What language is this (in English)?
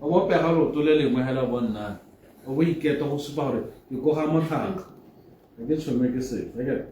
Tswana